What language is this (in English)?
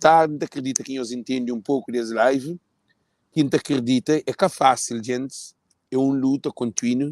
Kabuverdianu